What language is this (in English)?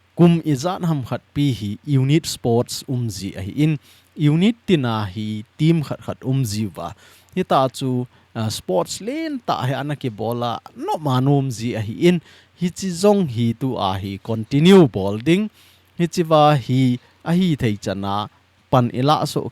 Thado Chin